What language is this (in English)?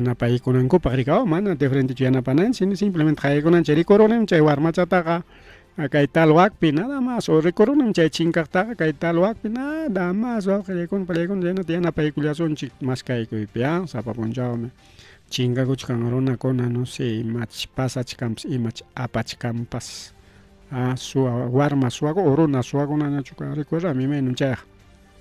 Ayacucho Quechua